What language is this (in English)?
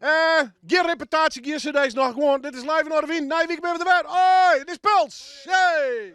Western Frisian